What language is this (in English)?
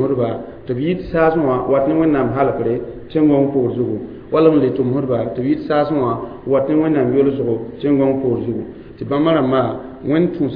Mossi